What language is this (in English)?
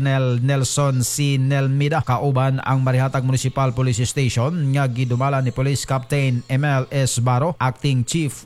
Cebuano